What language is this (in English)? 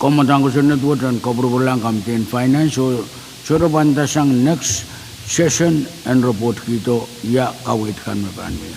Pohnpeian